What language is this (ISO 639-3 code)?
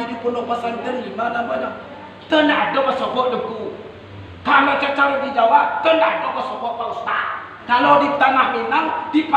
min